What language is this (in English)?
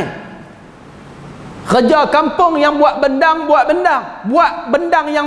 Malay